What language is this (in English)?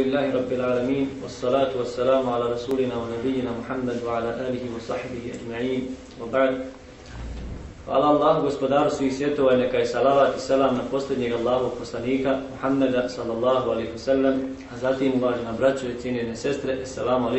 Bosnian